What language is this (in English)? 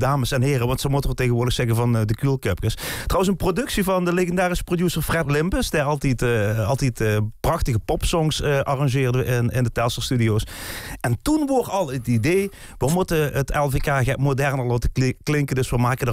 Limburgish